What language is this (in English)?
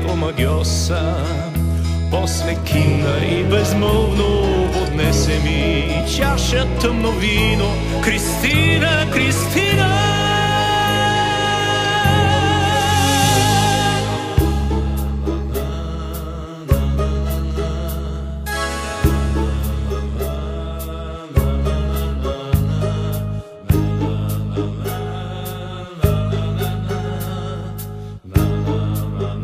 Bulgarian